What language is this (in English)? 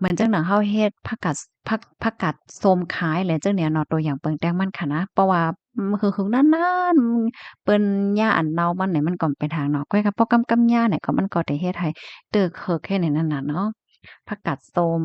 Shan